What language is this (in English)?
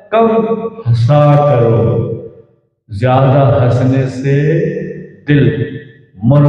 Urdu